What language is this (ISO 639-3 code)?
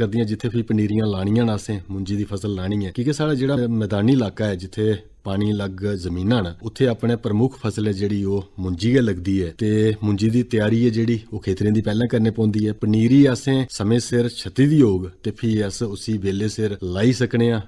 doi